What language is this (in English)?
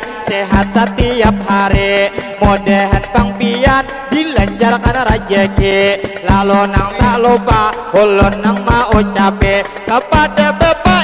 Banjar